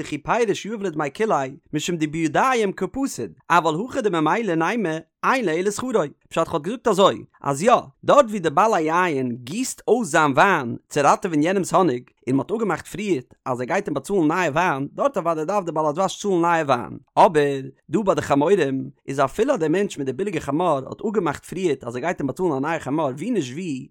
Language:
Yiddish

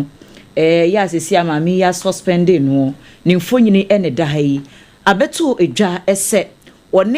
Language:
Akan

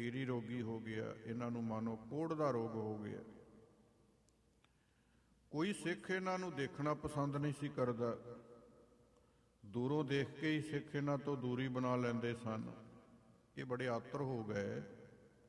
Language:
Punjabi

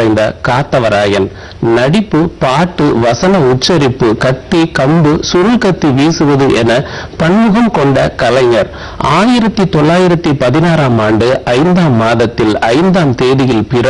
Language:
Tamil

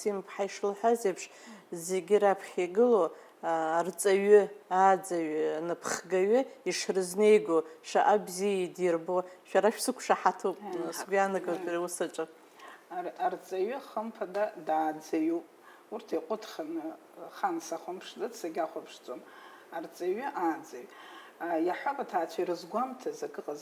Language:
Abkhazian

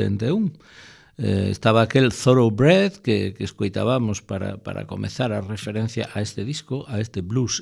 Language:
Galician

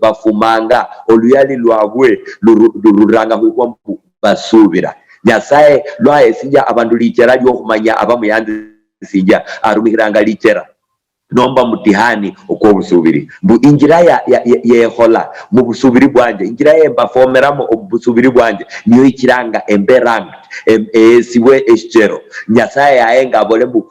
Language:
Luyia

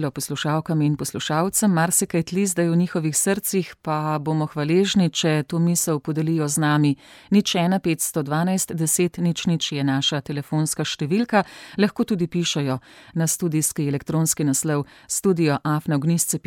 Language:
Slovenian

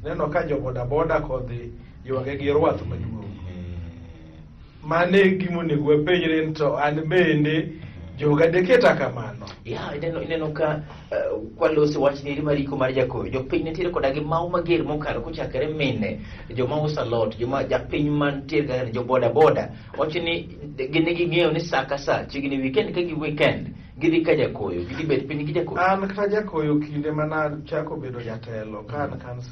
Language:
Luo (Kenya and Tanzania)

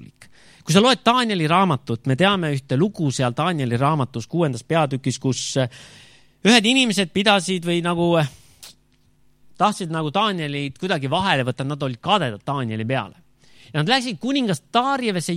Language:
Estonian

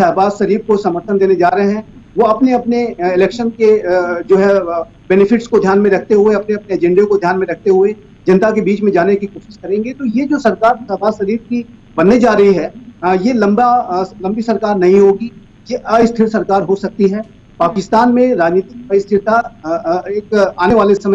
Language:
Hindi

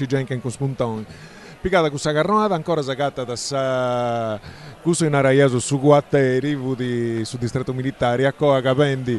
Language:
Sardinian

